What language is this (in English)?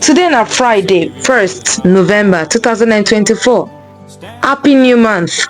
Nigerian Pidgin